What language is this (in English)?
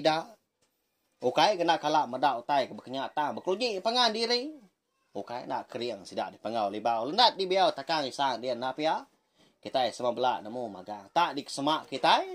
Iban